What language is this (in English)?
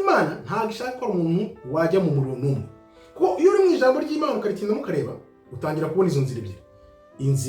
Kinyarwanda